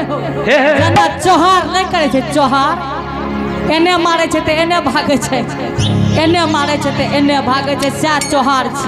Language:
Angika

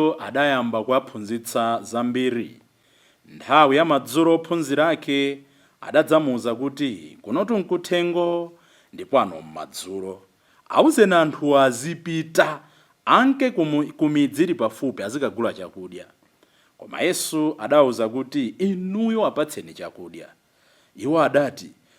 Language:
Nyanja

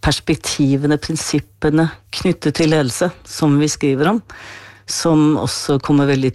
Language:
Norwegian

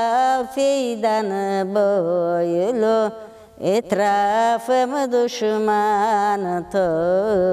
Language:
Crimean Tatar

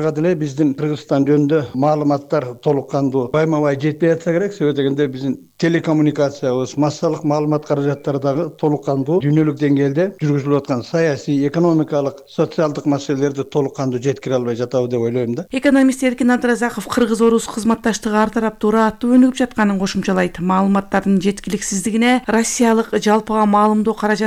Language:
Kyrgyz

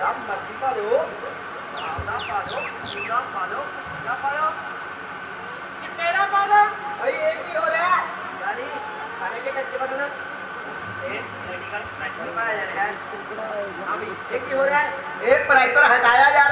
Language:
Punjabi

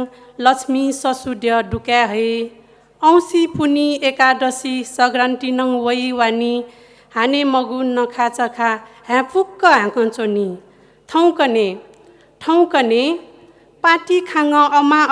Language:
Newari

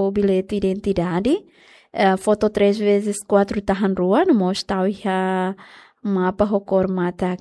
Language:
Tetum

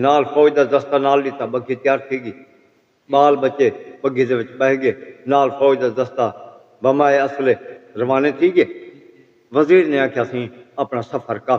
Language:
Saraiki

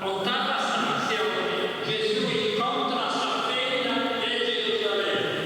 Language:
Sardinian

